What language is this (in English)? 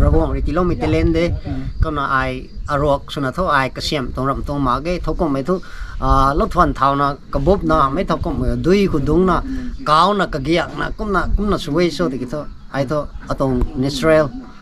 Rongmei Naga